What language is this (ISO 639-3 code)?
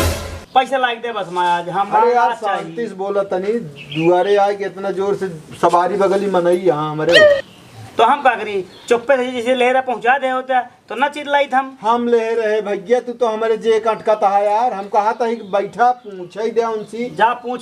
awa